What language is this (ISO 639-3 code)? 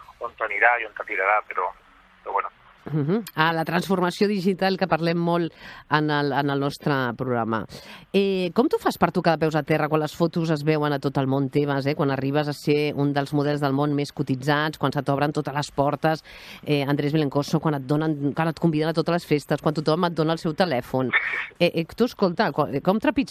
cat